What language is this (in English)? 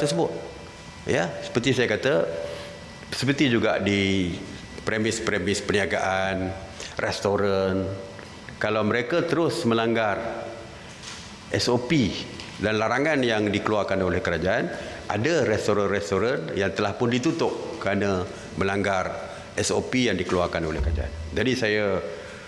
Malay